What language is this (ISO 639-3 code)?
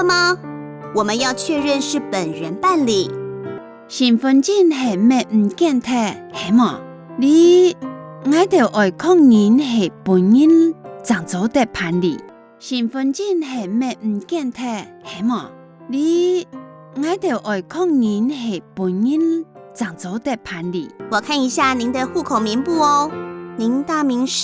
hak